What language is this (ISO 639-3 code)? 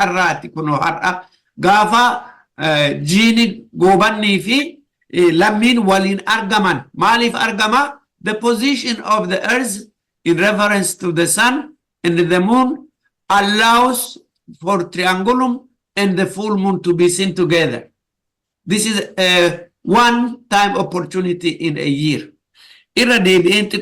orm